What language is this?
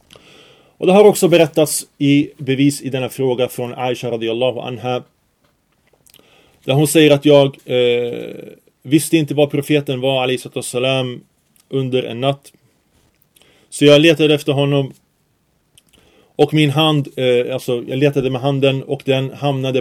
Swedish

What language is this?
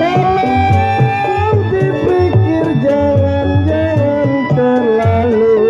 Betawi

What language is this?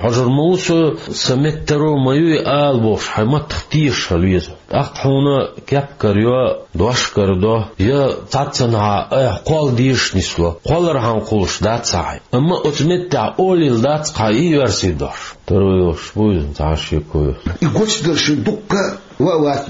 Chechen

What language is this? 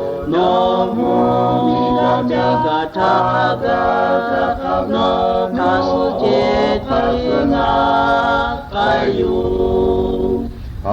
Lahu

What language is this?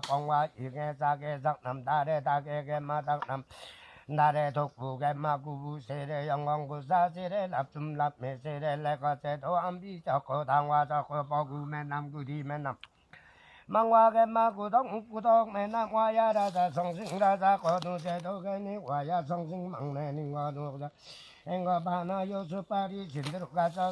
Limbu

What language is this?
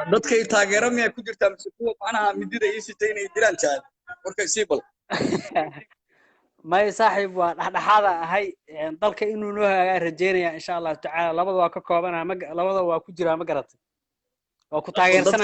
Somali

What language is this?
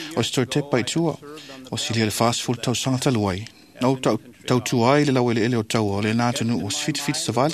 Samoan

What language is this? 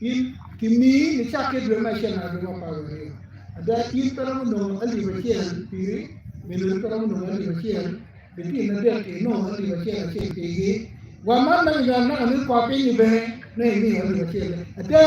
Acoli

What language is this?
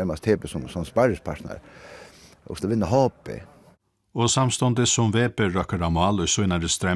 Faroese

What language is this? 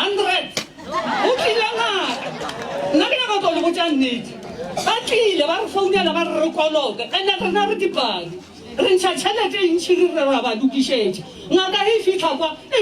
Northern Sotho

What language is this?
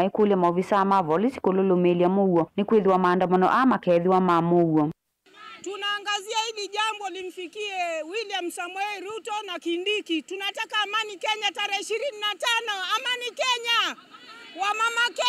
Kamba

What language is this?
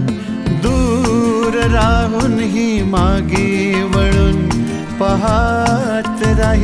Marathi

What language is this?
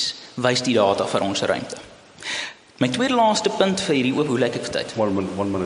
Afrikaans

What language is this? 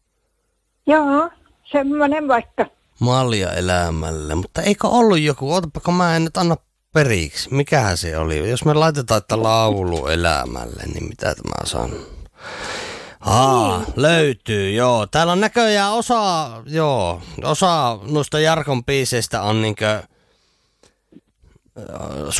Finnish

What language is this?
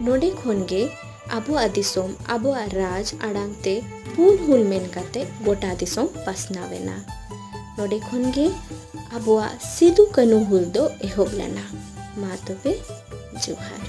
Santali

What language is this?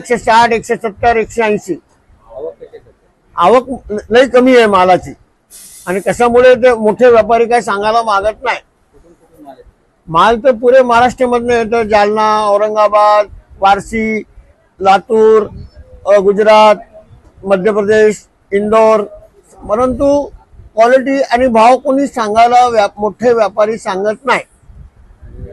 Marathi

